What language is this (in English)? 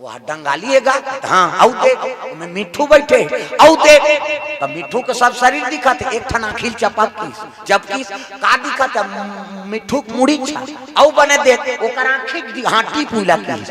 Chhattisgarhi